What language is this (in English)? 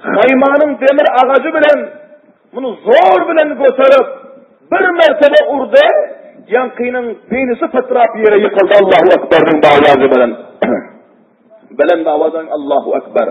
Turkmen